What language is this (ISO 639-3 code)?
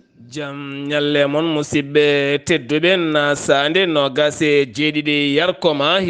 ful